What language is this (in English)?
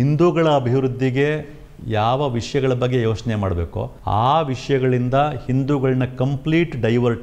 Kannada